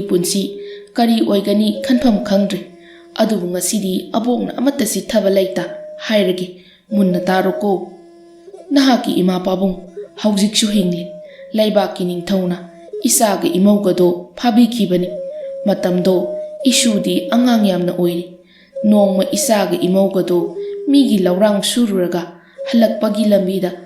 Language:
Manipuri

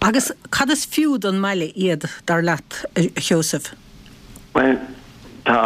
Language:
Irish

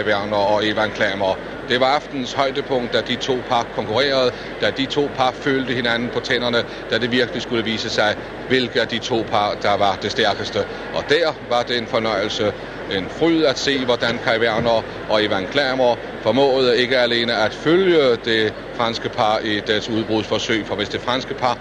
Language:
Danish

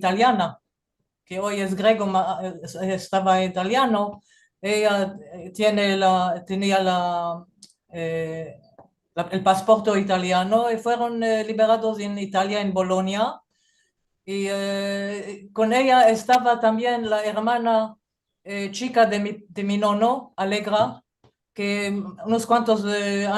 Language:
Ladino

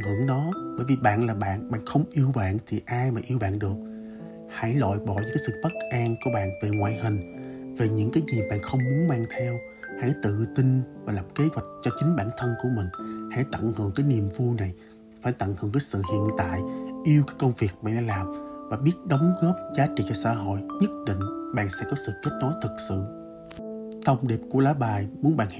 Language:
Vietnamese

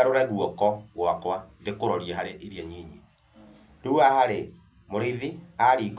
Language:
Kikuyu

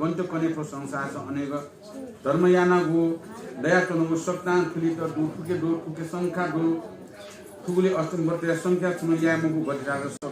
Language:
Newari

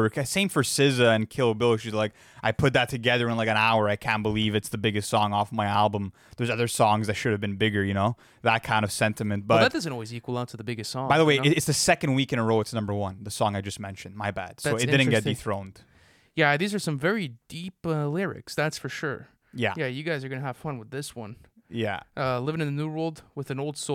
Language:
English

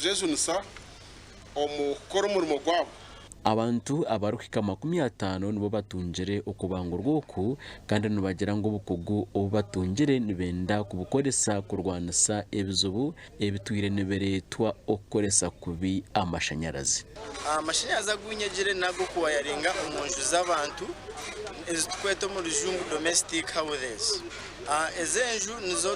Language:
Nyankole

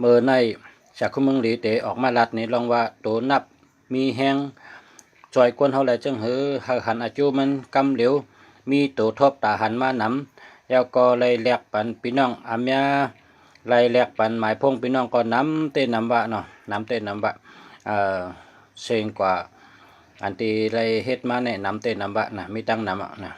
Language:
Shan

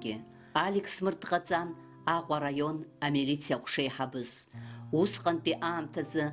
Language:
Abkhazian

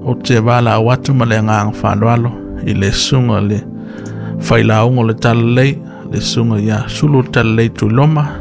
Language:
Samoan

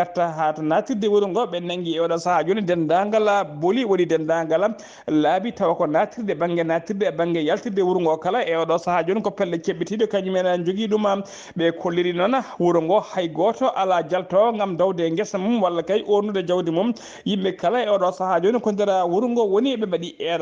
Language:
Fula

